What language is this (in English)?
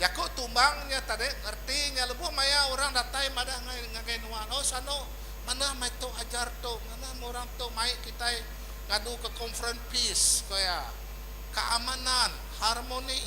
Iban